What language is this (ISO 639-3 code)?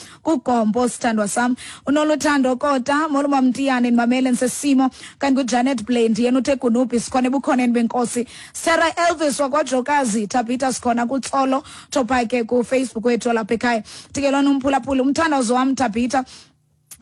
xho